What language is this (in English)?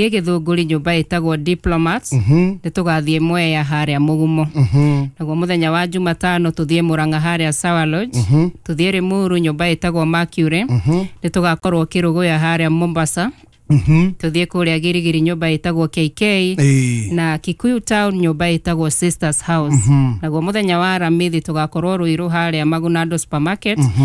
Kikuyu